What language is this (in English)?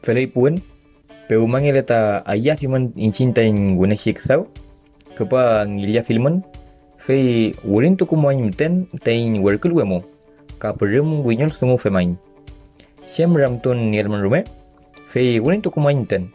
Mapuche